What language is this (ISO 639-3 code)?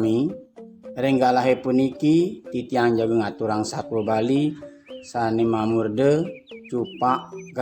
ban